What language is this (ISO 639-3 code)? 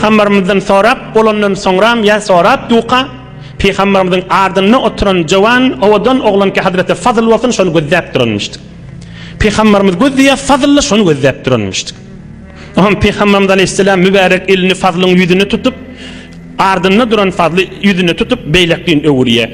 tuk